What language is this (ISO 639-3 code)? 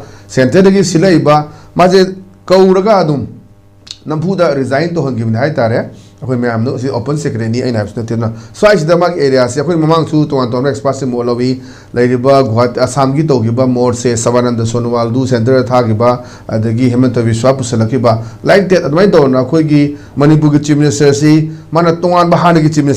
mni